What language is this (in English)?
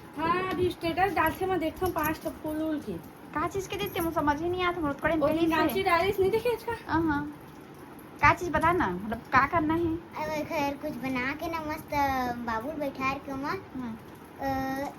Chhattisgarhi